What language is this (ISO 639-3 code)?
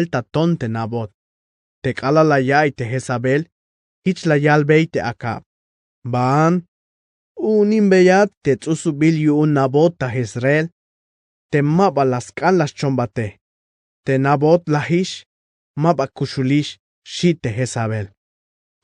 tzh